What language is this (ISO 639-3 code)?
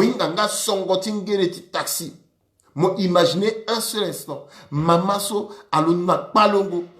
sag